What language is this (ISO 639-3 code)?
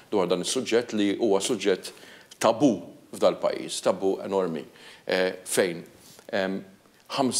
mlt